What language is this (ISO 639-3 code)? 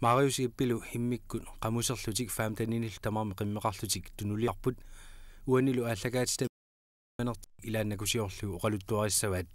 kal